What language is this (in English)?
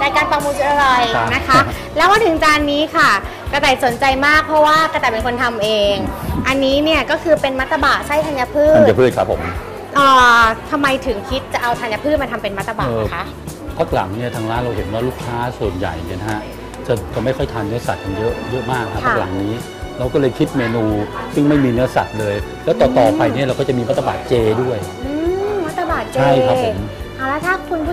Thai